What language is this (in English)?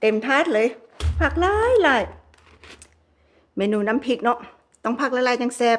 Northeastern Thai